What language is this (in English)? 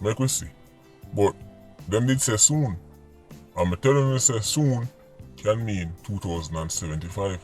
Jamaican Creole English